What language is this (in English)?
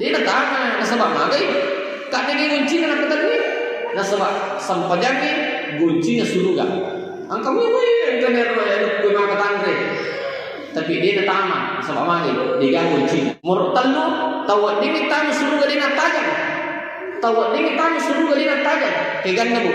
Buginese